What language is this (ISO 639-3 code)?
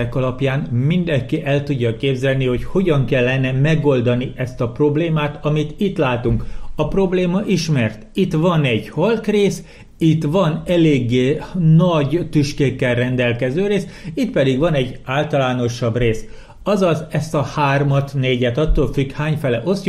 hun